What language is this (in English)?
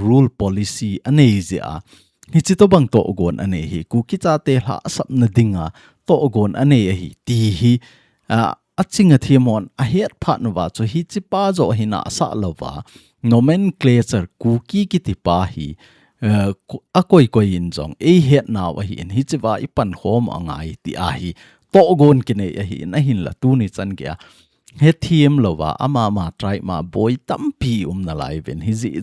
Thado Chin